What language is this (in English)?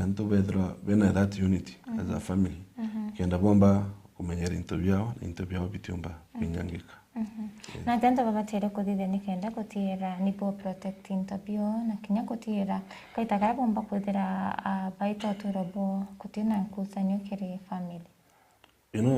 Meru